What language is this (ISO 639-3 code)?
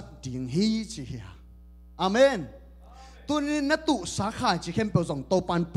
ctd